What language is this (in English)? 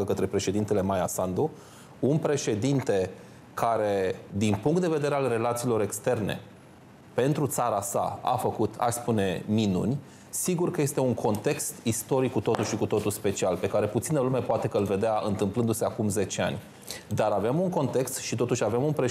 Romanian